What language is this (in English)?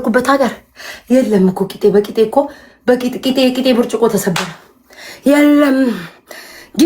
Amharic